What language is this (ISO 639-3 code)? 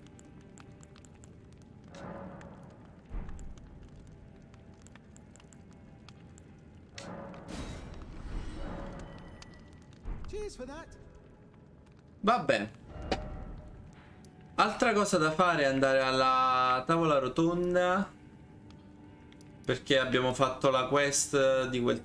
ita